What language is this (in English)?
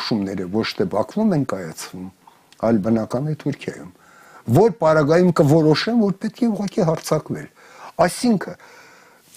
Armenian